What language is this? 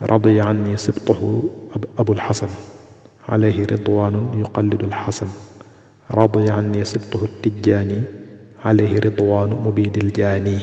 Wolof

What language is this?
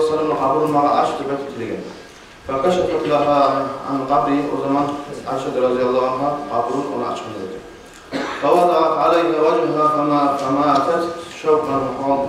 Kumyk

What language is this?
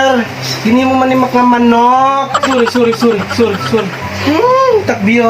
Waray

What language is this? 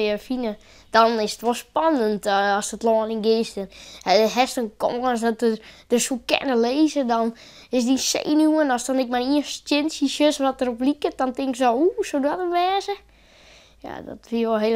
Western Frisian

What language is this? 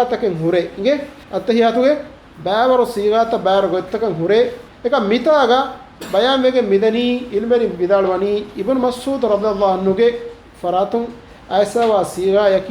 Divehi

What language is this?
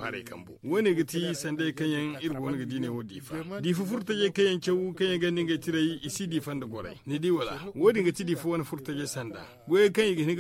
Zarma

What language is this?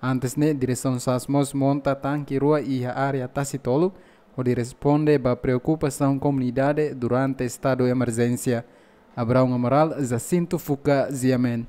Tetum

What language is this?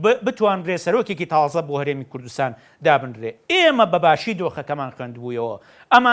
Central Kurdish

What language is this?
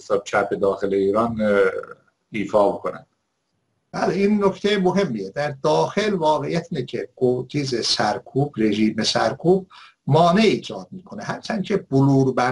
Persian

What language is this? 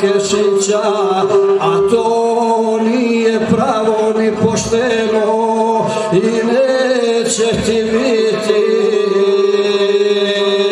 Croatian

